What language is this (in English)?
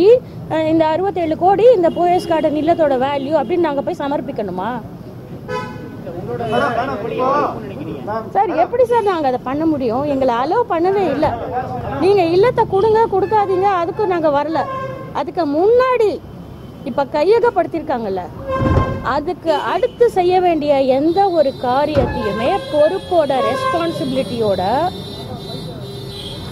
Tamil